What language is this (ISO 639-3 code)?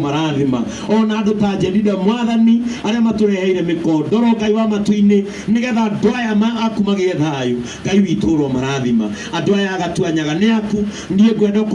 kik